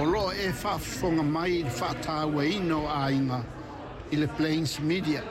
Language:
Samoan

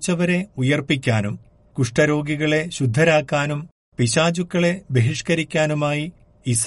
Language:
Malayalam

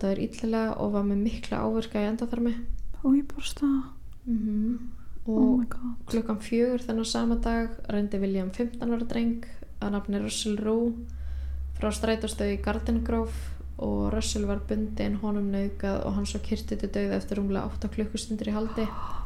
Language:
Icelandic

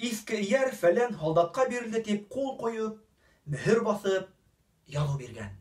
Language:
Bashkir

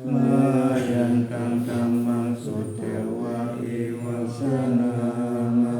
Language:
Pali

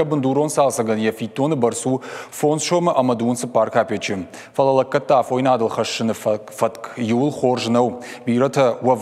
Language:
Ossetic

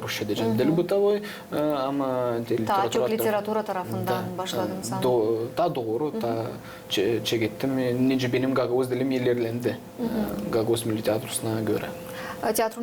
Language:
Gagauz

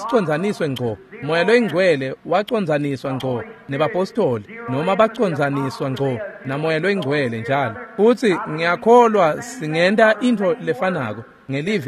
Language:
Swati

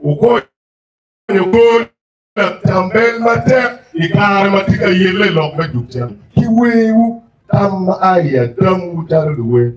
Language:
Acoli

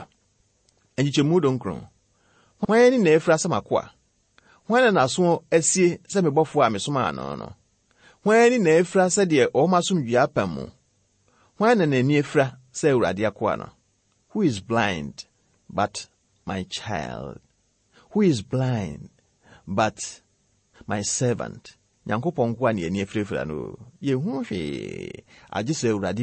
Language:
Akan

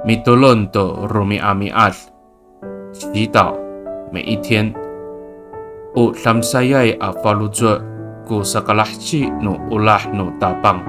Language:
Amis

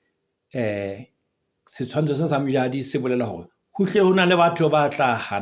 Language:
Southern Sotho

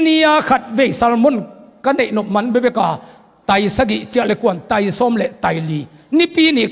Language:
Tedim Chin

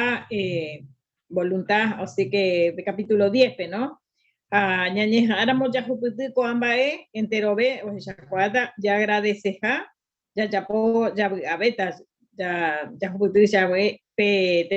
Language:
Guarani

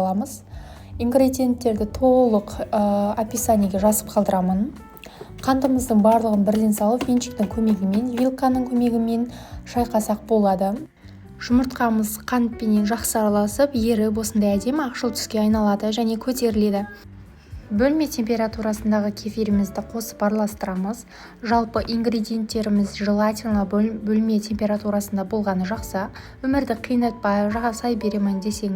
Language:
Kazakh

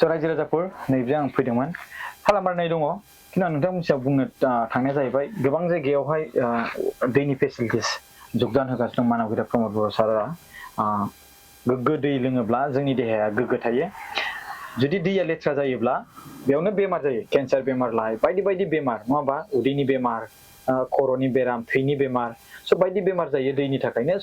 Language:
Bodo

